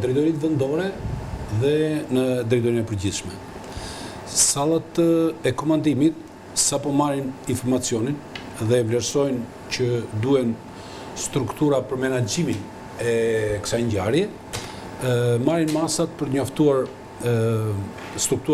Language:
Albanian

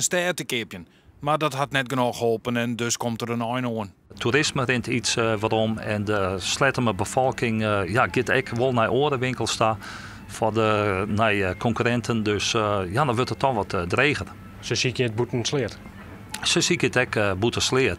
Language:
Western Frisian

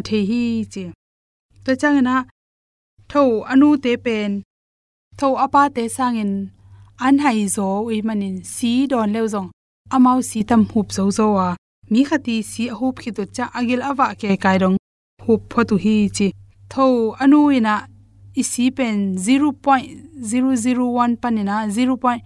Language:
Tedim Chin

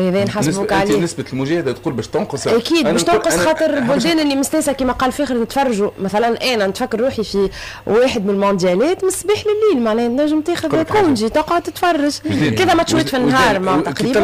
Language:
Tunisian Arabic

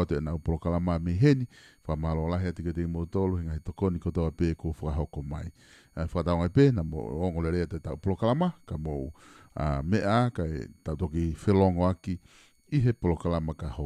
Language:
Tongan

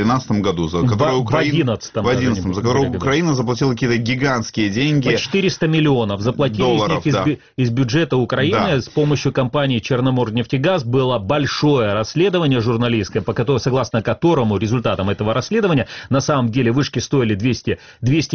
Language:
Russian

